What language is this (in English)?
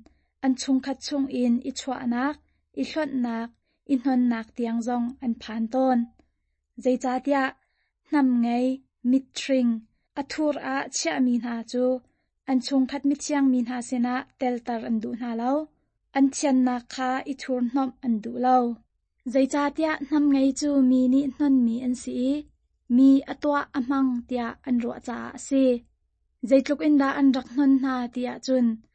Hakha Chin